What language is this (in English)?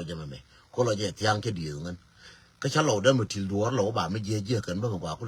Nuer